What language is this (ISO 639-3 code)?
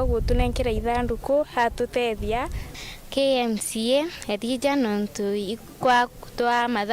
mer